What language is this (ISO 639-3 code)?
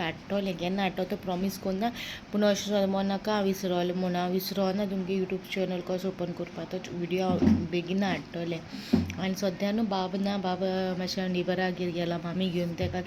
kok